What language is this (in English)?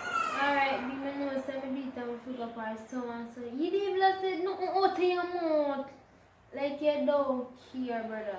Jamaican Creole English